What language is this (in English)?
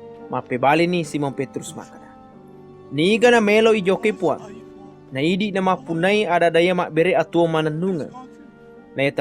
Buginese